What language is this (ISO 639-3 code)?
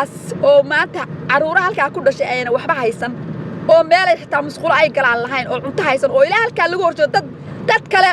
som